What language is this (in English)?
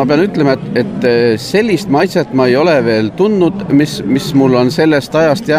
Estonian